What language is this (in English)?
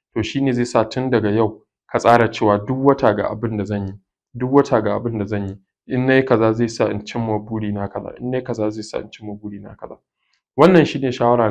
Hausa